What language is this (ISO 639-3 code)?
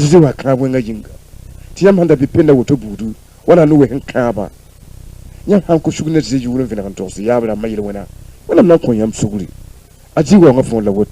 mos